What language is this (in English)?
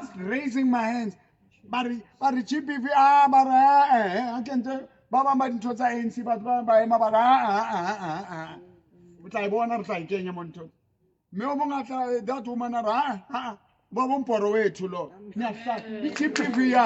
Southern Sotho